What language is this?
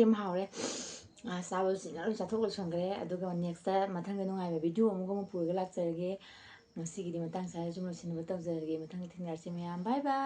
Manipuri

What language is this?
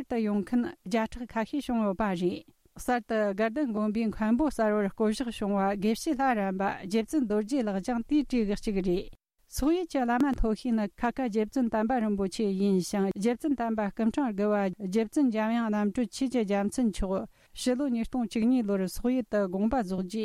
Tibetan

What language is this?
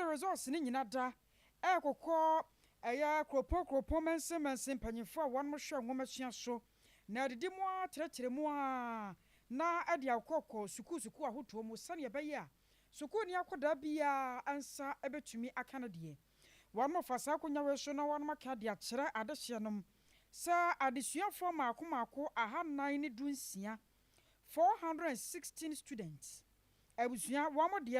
Akan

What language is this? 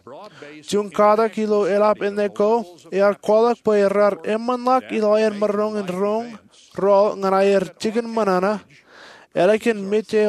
Marshallese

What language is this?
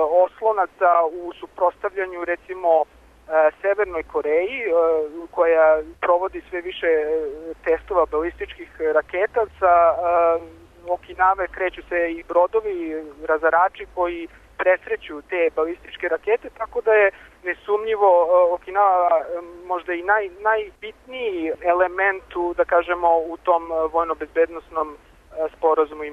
Serbian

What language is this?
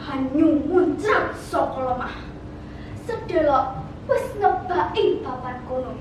Javanese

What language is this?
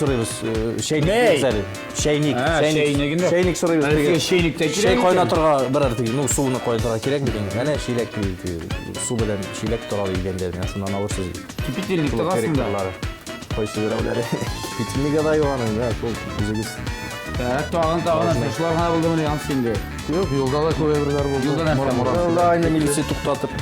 Tatar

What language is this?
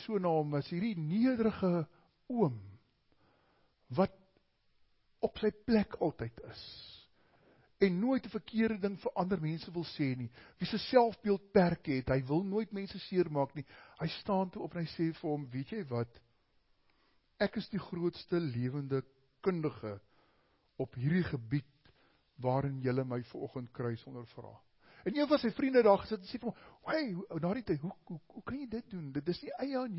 Afrikaans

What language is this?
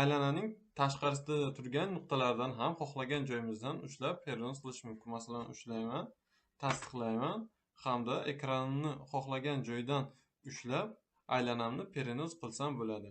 Uzbek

